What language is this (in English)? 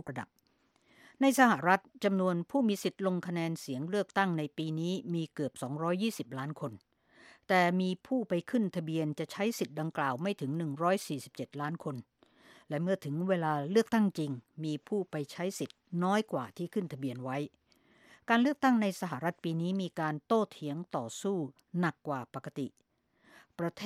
Thai